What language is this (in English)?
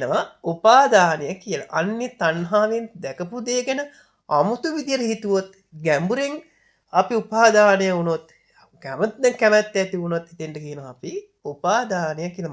Sinhala